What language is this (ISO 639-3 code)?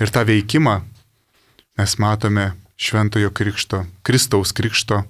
lit